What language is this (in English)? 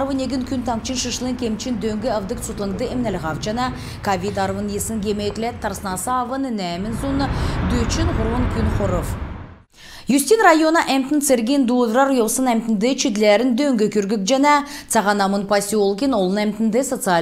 Kalmyk